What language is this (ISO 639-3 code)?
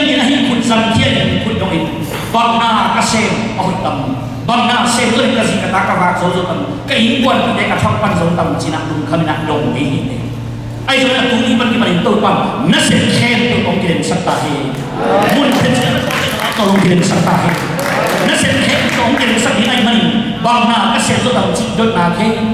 ctd